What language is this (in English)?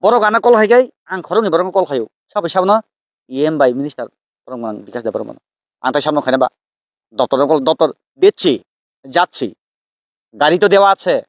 Kok Borok